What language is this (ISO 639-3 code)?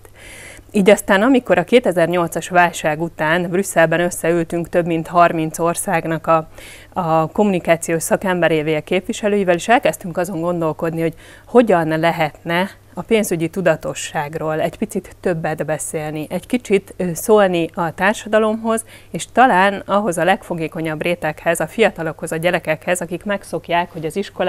hun